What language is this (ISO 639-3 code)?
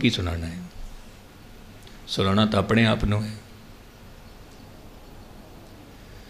pan